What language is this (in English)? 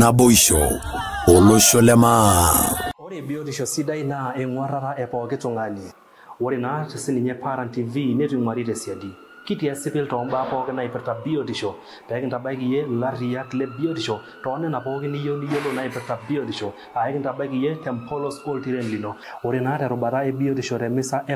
Masai